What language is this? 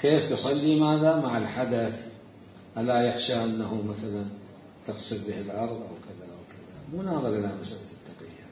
Mesopotamian Arabic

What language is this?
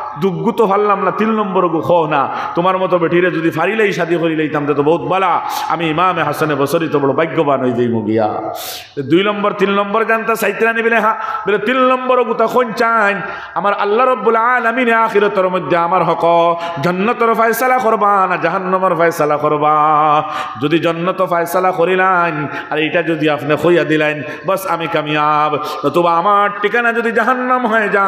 Sylheti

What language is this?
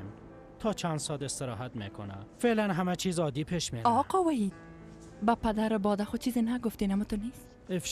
Persian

